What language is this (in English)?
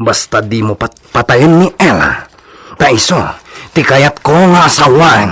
Iloko